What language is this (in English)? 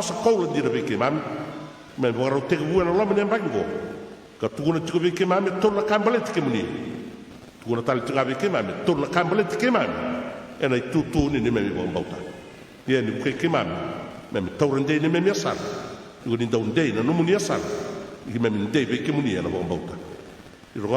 Fijian